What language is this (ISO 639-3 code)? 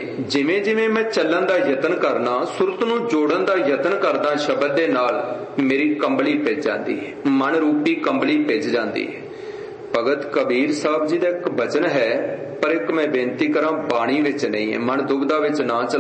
pan